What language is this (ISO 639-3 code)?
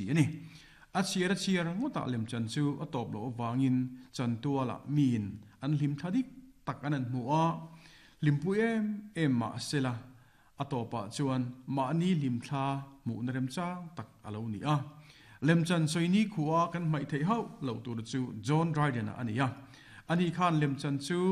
lus